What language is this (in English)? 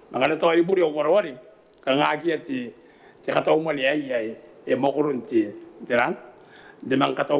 Gilbertese